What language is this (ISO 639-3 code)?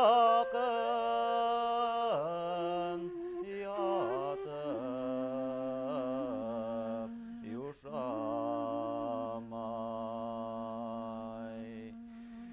bak